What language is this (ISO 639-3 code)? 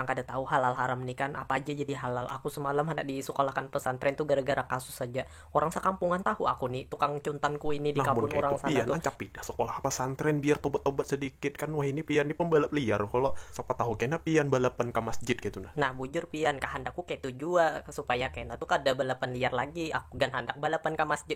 bjn